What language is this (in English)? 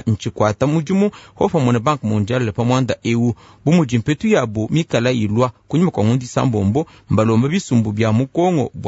Luba-Lulua